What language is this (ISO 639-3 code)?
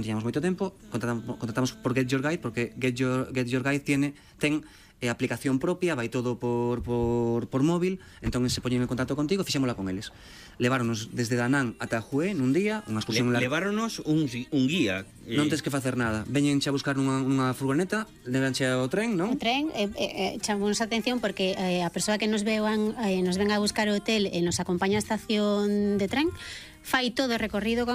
glg